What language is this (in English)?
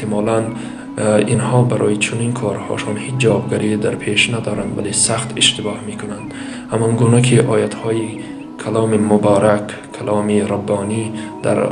Tajik